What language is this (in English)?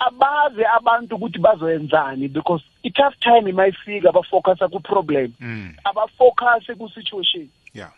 South Ndebele